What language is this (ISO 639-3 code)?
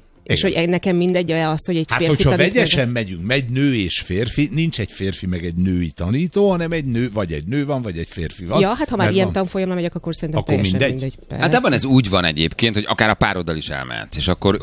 hun